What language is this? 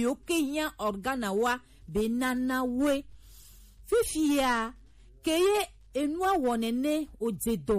Gen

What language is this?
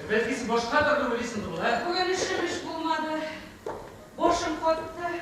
Bashkir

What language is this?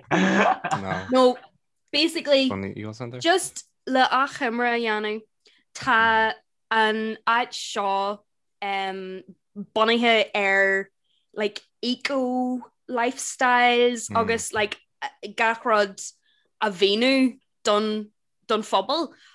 Irish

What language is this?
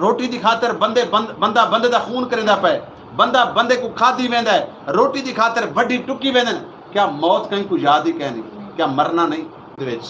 Saraiki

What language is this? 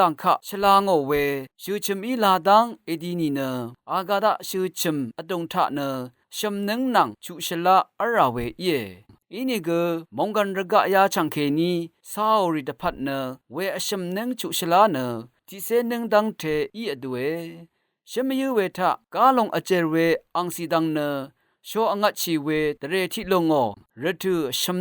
Rawang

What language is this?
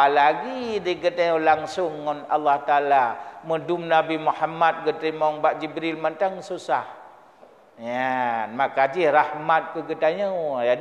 Achinese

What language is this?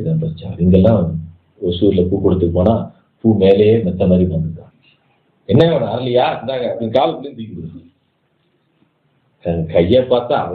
Tamil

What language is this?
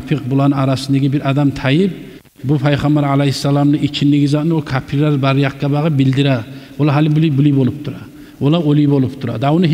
Kumyk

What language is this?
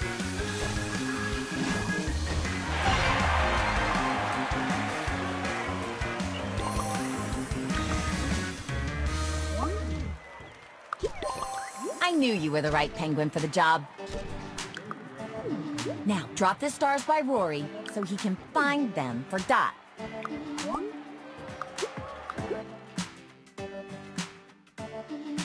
English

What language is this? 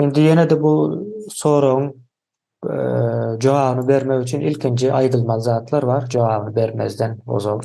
Turkmen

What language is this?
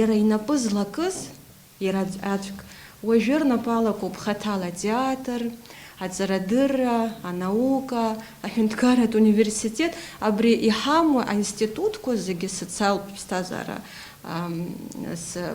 Abkhazian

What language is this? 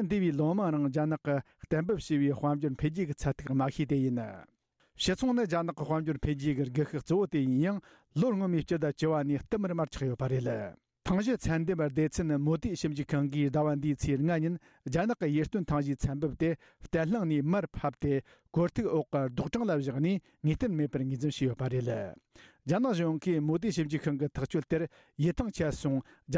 Tibetan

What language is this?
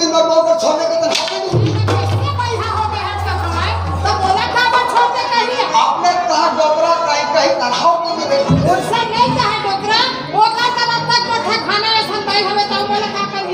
Chhattisgarhi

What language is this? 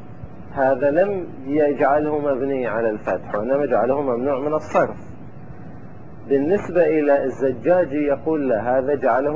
Arabic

